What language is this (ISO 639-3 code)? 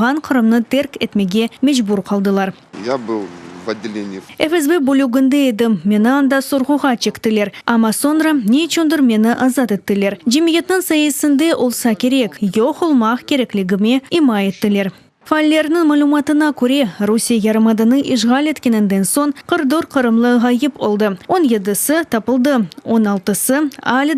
crh